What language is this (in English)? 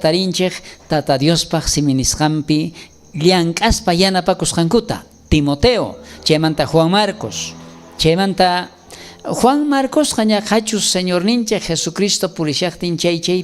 South Bolivian Quechua